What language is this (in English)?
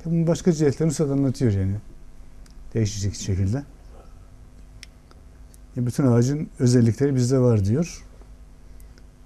Turkish